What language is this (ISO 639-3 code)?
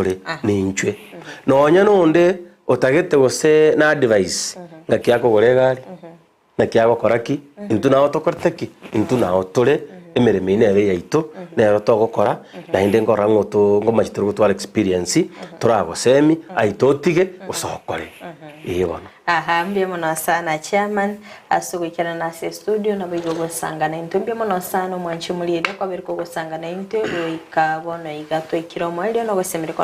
guz